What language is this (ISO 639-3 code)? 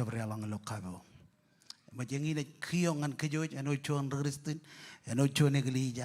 mah